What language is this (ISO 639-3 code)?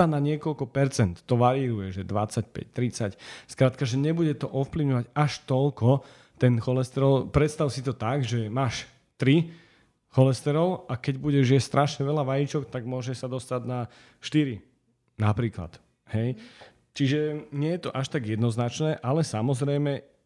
slk